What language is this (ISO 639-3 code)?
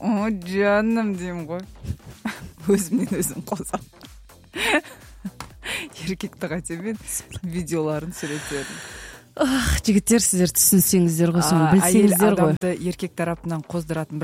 kaz